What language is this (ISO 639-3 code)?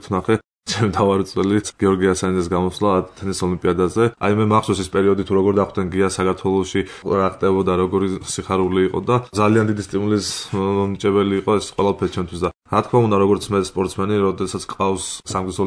kat